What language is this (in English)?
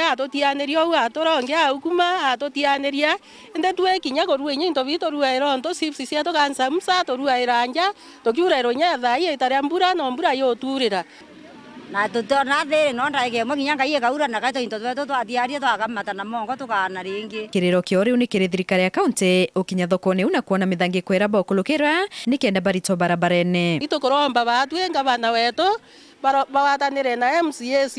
Meru